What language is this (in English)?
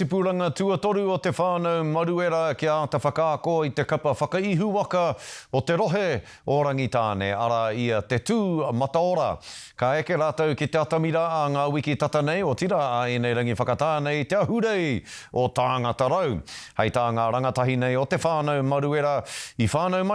Māori